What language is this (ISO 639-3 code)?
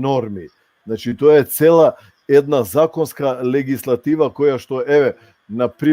rmn